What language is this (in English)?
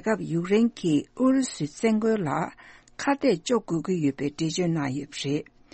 Tibetan